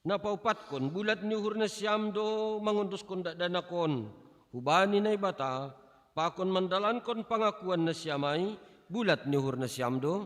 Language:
Batak Simalungun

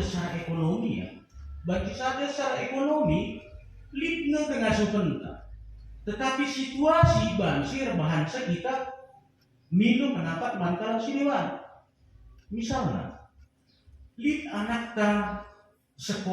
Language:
Batak Karo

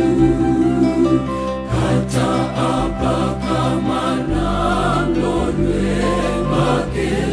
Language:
Luo (Kenya and Tanzania)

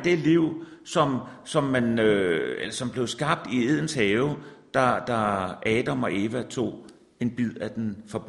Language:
Danish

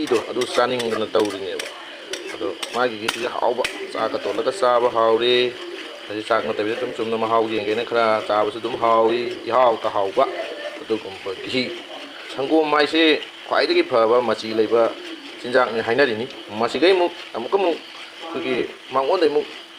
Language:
Manipuri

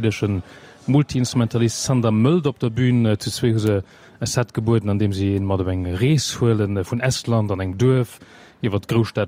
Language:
Luxembourgish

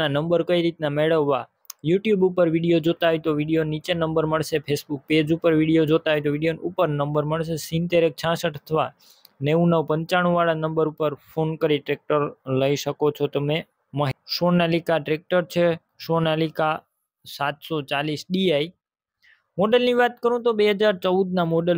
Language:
Gujarati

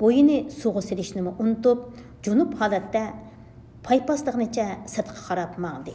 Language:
Uyghur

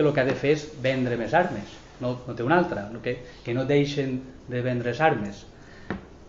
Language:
Catalan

